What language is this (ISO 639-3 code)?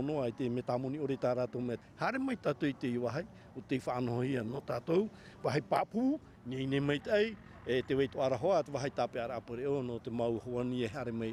tah